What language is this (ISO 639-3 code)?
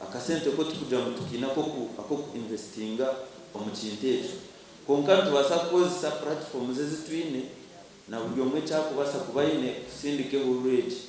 nyn